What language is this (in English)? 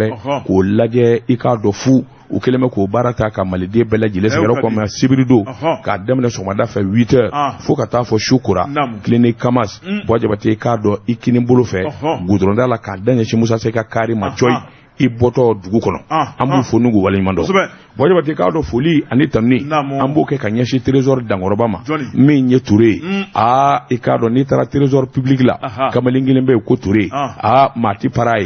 Bambara